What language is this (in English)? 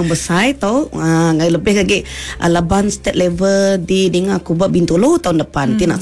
Iban